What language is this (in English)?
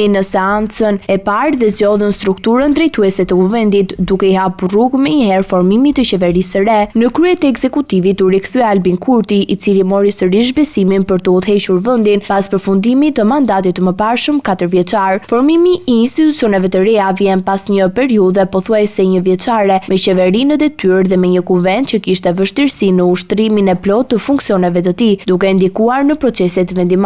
Albanian